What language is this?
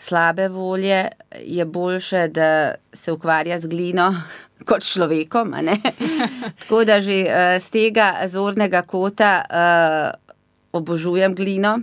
Slovenian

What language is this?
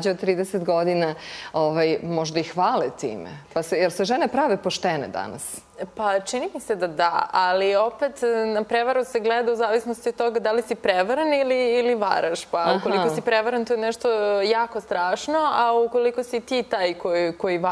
Serbian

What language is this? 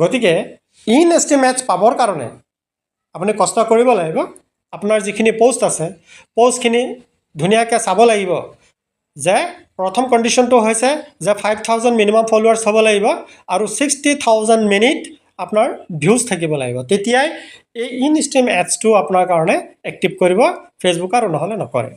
Assamese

